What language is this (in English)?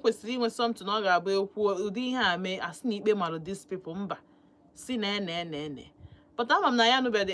Igbo